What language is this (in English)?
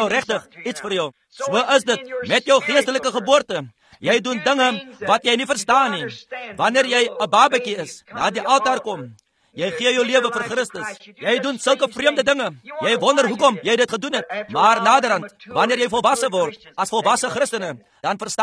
Afrikaans